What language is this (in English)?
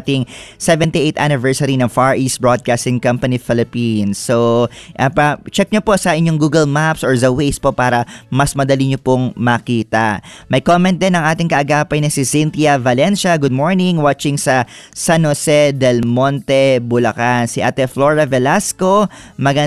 Filipino